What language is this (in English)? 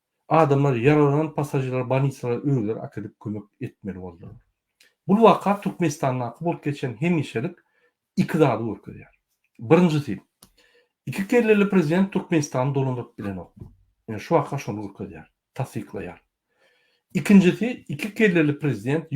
Turkmen